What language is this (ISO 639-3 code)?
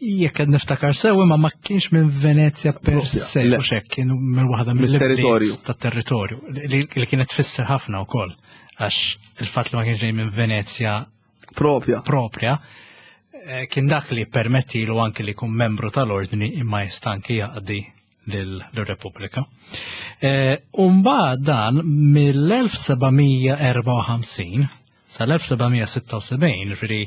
mlt